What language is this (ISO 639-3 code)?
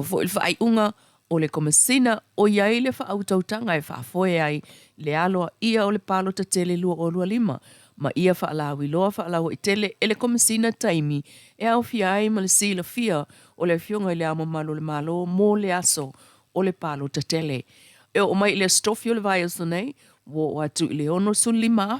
smo